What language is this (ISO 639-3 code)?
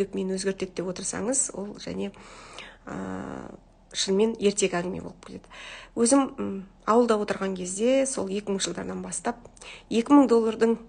kaz